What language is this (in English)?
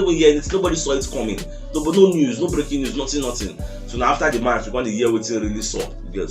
Nigerian Pidgin